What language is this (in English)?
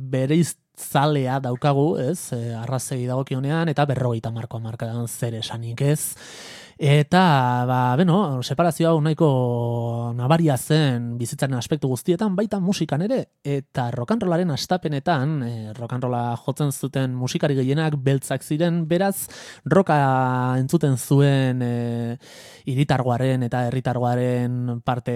Basque